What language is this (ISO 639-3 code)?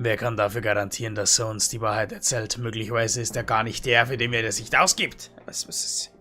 bar